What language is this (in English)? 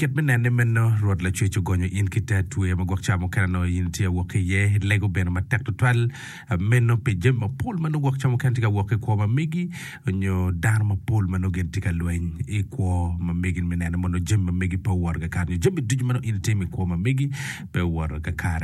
Acoli